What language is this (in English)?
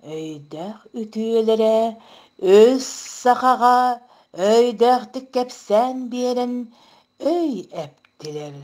Yakut